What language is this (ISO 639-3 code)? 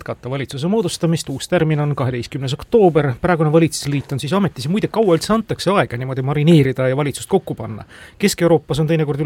est